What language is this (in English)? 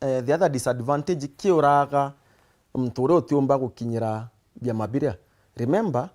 Meru